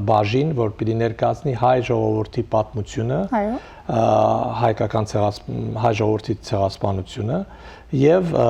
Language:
Western Armenian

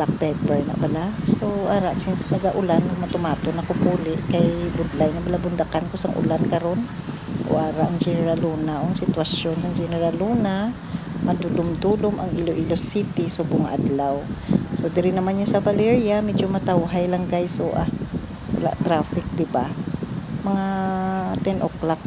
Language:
Hiligaynon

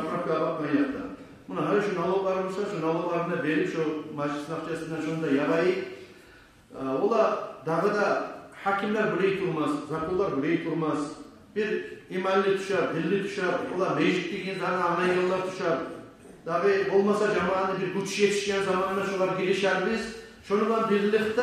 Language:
Kumyk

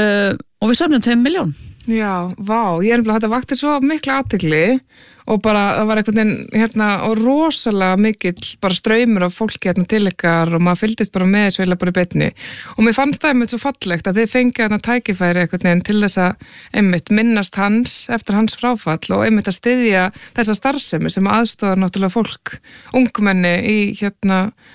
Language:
Icelandic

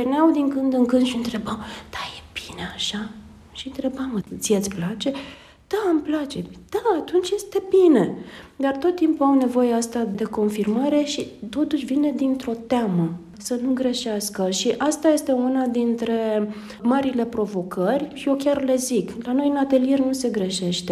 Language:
Romanian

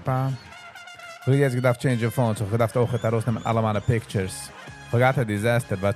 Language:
Yiddish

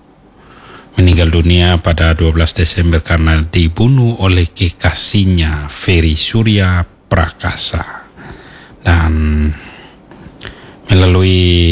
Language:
Indonesian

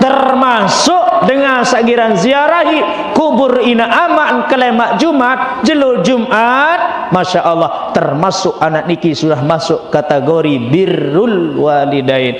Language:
Sasak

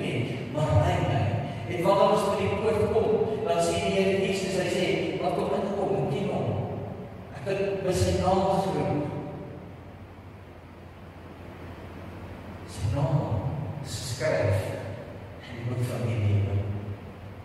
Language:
Afrikaans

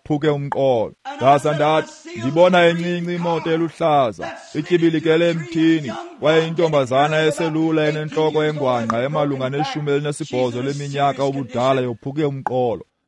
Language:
Xhosa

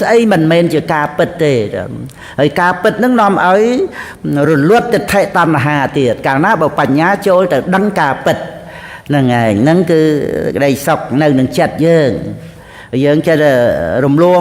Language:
Khmer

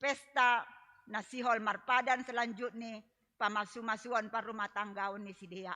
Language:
Batak Simalungun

